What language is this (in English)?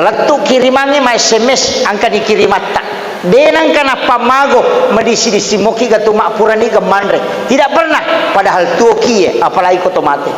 Buginese